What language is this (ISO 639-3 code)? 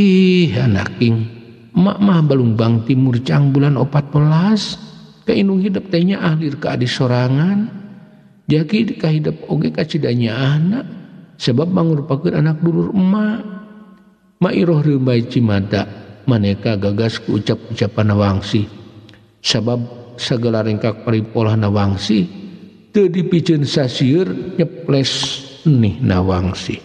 sun